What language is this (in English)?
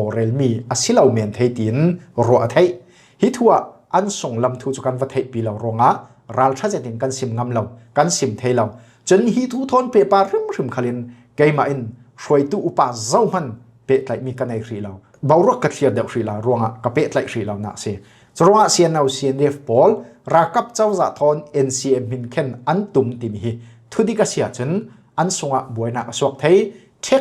Falam Chin